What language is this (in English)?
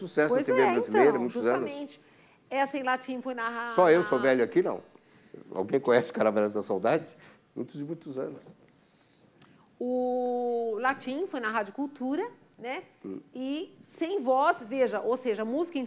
Portuguese